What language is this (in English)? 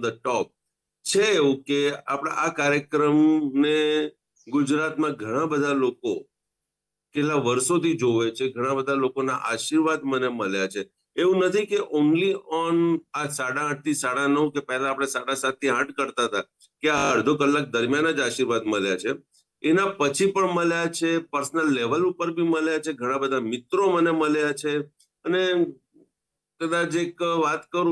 Gujarati